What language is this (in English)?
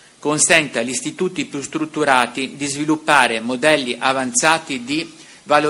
Italian